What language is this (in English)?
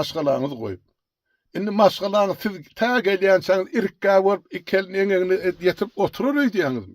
Turkmen